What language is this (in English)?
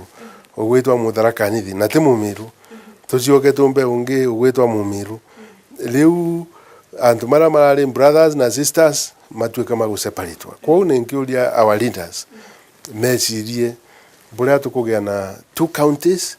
Meru